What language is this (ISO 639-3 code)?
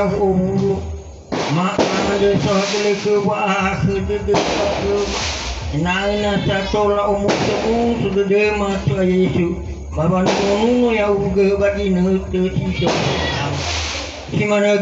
nia